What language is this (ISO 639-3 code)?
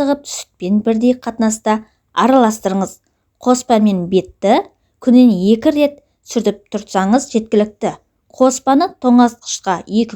kaz